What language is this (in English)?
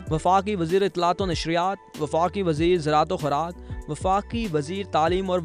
Urdu